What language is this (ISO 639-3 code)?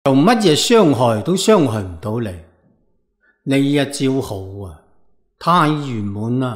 yue